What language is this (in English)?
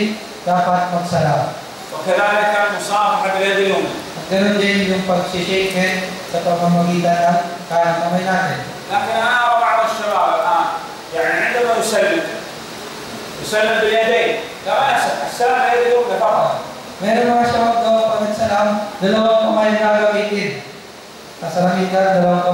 Filipino